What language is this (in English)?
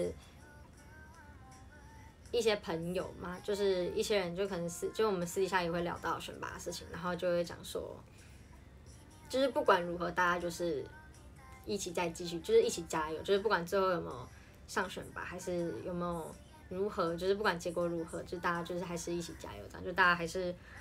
Chinese